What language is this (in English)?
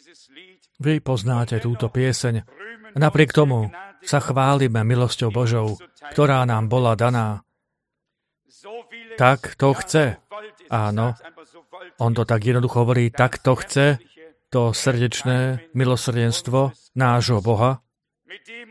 Slovak